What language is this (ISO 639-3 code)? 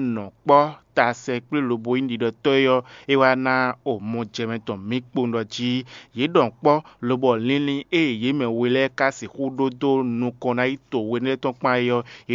fon